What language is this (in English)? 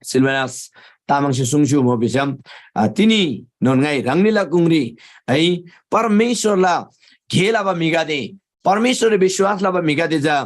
Eastern Tamang